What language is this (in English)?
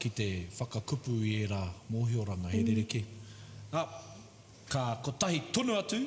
Māori